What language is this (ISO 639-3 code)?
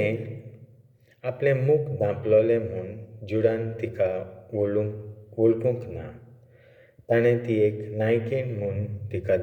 kok